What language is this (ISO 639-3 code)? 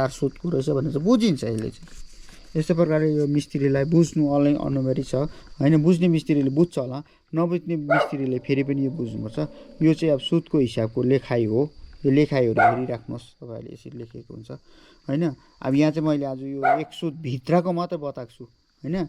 nep